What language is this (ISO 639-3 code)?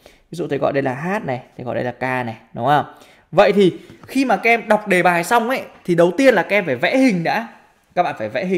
vie